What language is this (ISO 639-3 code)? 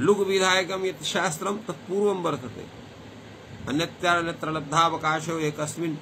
san